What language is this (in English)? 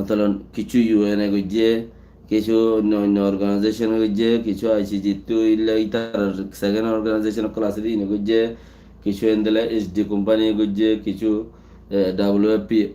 Rohingya